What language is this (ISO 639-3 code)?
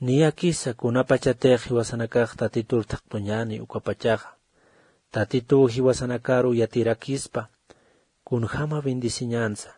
aym